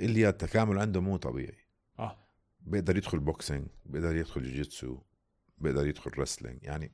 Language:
North Levantine Arabic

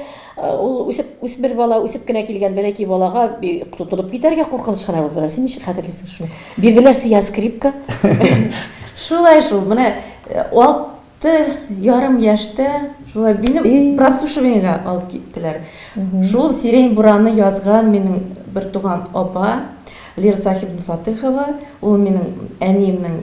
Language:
Tatar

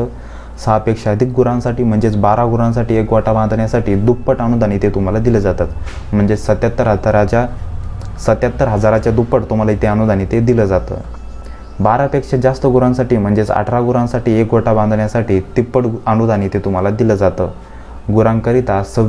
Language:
Marathi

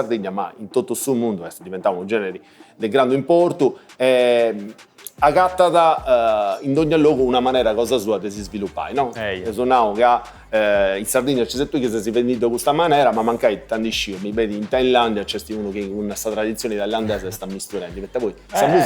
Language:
Sardinian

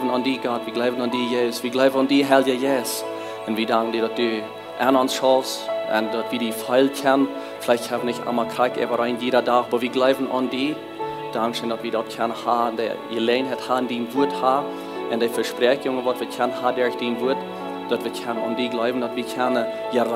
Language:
Plautdietsch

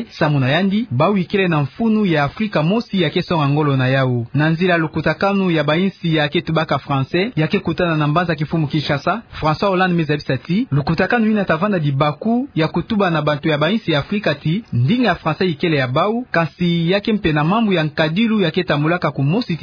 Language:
Kituba (Democratic Republic of Congo)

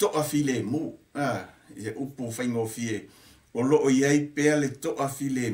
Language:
Samoan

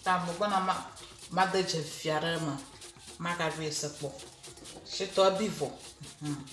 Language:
Ewe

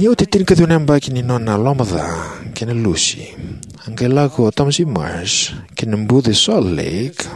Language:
Fijian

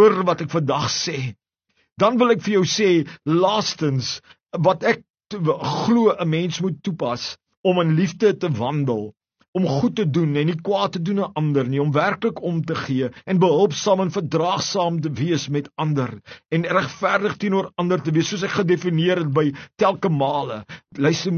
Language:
Afrikaans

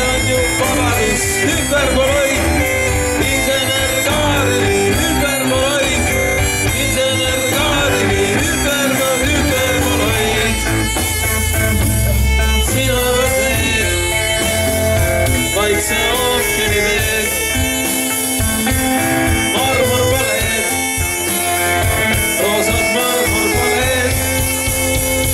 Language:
Estonian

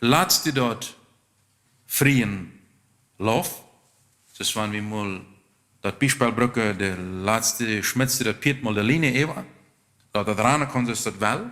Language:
Plautdietsch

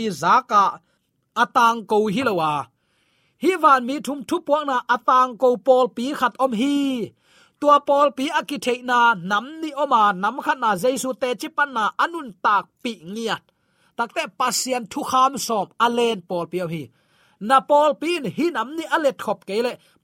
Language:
Tedim Chin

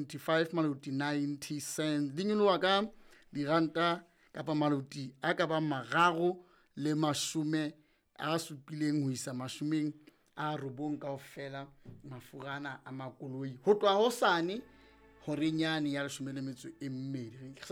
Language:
Southern Sotho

